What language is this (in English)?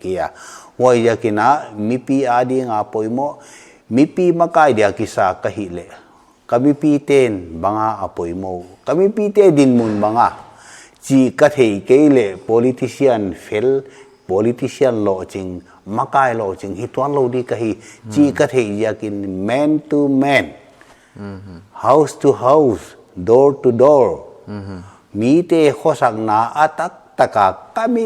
Paite Chin